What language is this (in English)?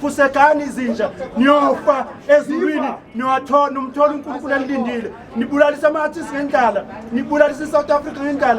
Zulu